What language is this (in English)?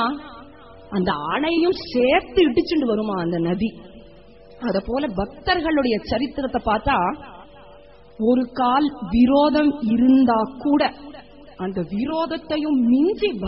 Tamil